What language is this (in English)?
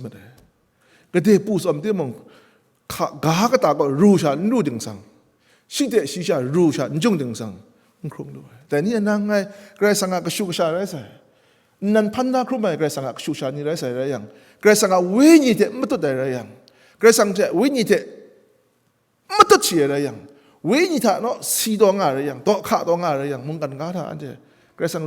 Kachin